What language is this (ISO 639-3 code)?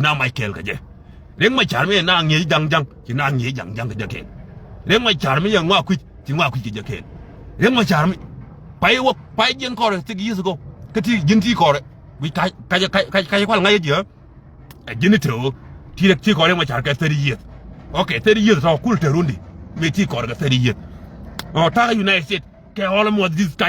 nus